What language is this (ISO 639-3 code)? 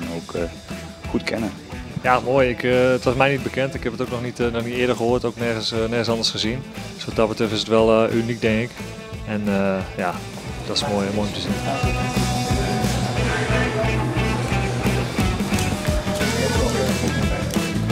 nld